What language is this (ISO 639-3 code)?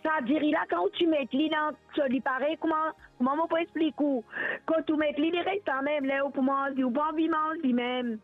mfe